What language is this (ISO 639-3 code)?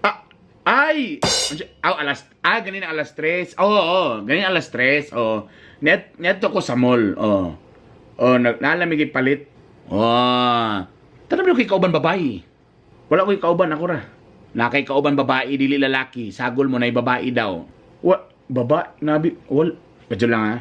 ceb